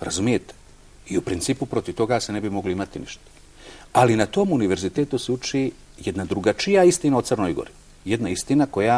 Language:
Bosnian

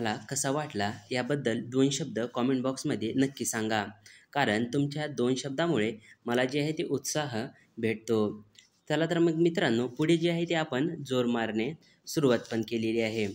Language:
Marathi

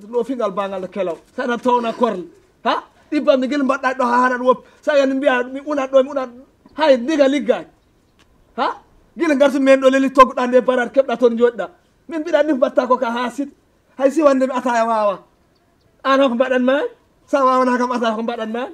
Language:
Fula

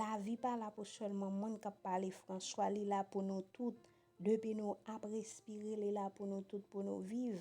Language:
Haitian Creole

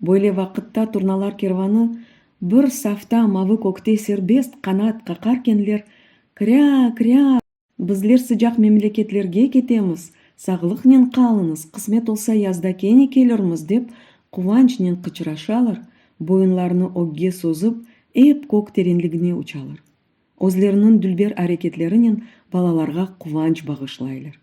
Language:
Crimean Tatar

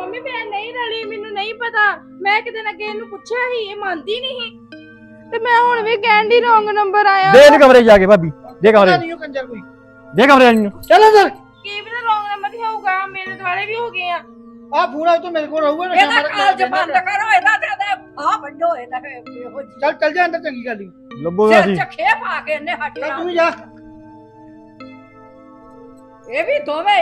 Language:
Punjabi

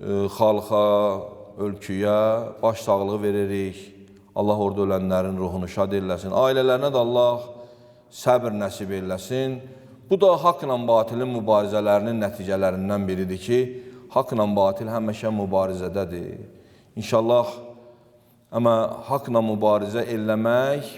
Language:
Azerbaijani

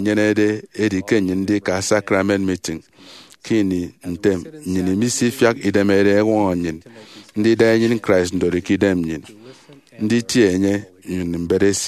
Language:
Efik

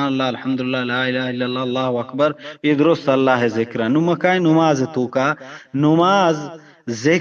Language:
Eastern Balochi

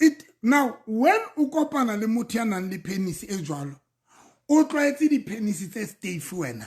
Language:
Southern Sotho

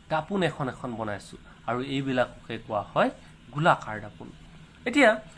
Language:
Assamese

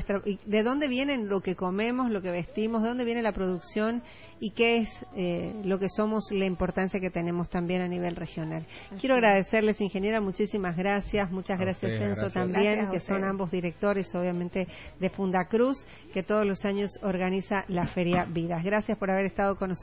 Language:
Spanish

